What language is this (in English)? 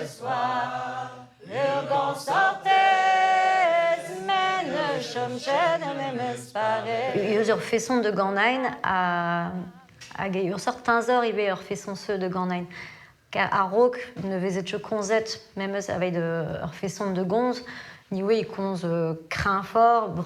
Breton